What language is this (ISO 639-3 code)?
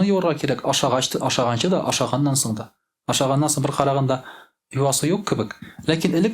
tat